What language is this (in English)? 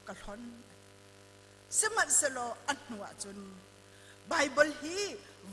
Hakha Chin